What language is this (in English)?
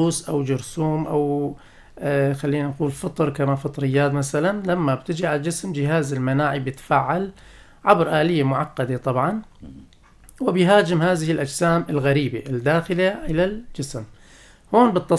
North Levantine Arabic